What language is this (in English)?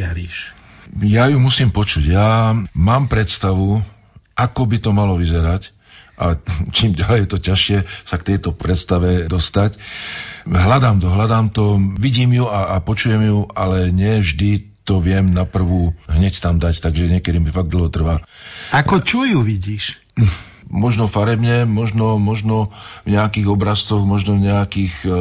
Slovak